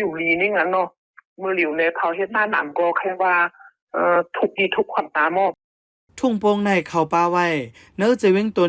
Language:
Shan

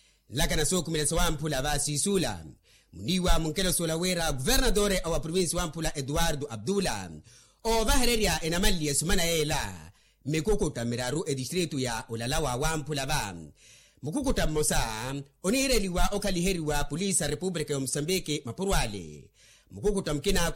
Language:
Makhuwa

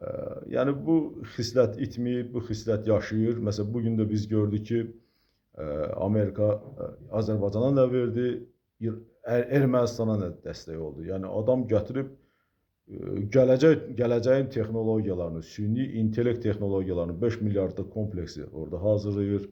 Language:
Azerbaijani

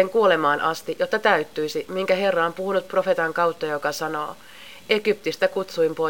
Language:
Finnish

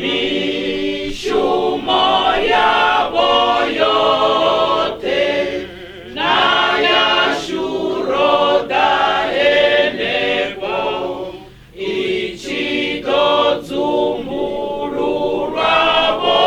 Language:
Venda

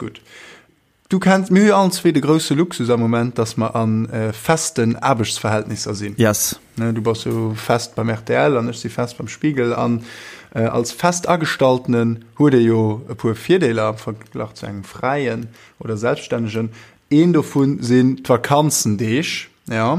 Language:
Luxembourgish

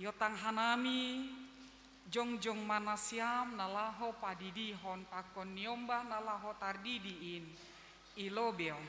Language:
Batak Simalungun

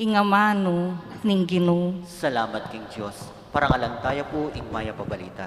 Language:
Pampanga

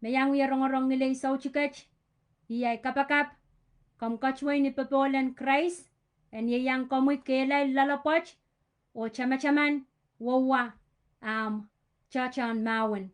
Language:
Pohnpeian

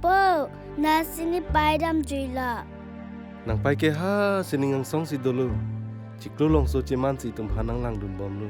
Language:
Karbi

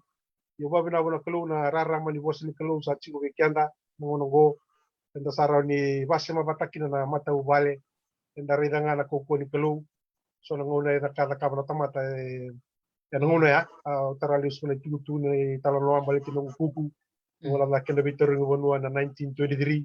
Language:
Fijian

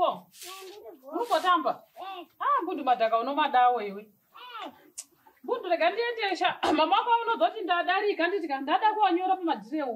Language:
Shona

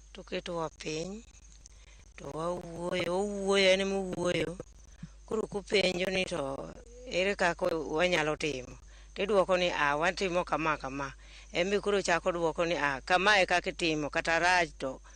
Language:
Luo (Kenya and Tanzania)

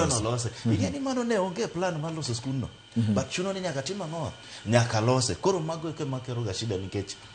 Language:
Luo (Kenya and Tanzania)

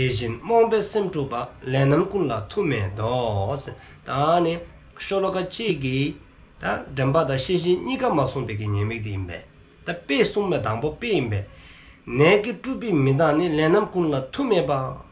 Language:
Dzongkha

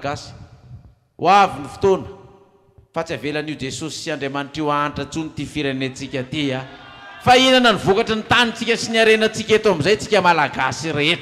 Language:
Malagasy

